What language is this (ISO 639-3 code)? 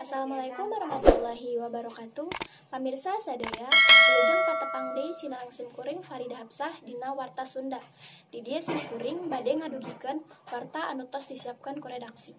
sun